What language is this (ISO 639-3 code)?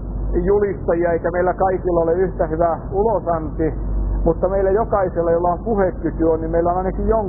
fin